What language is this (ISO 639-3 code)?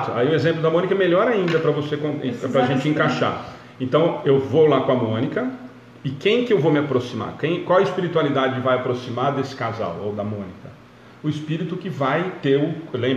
por